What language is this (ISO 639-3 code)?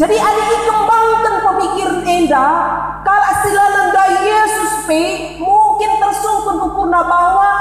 btx